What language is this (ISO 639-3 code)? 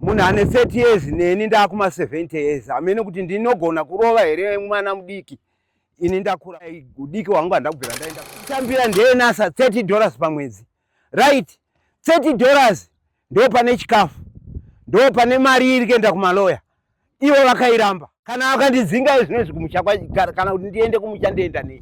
sna